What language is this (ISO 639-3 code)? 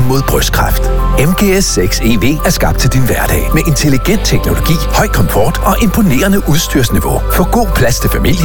dan